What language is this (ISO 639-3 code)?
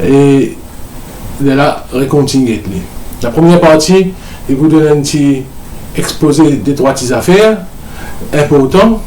mfe